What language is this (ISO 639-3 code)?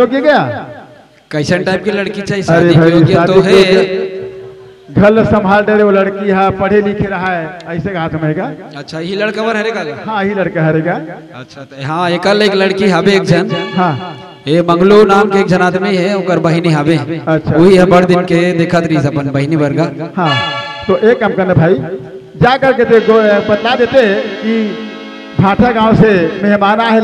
hne